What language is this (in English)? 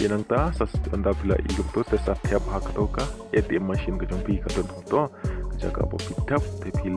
Khasi